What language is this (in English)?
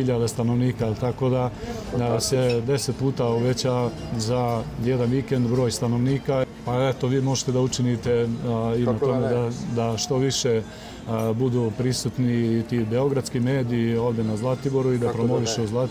Serbian